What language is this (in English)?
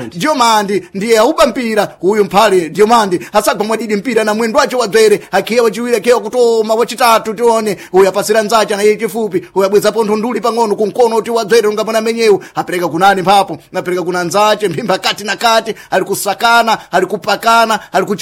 Sena